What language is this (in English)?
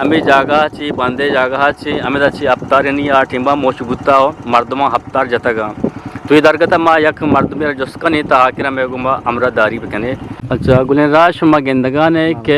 Eastern Balochi